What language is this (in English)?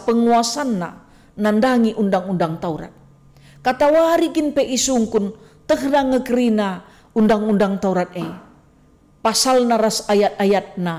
Batak Karo